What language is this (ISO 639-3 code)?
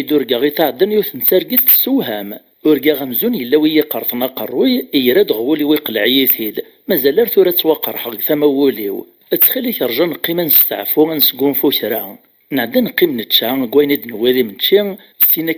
kab